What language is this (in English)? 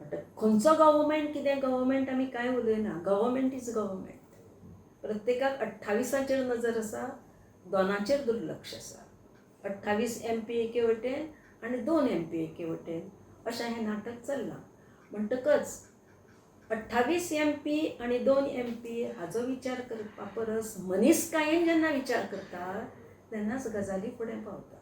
Konkani